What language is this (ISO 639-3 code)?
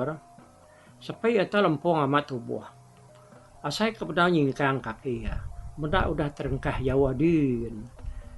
iba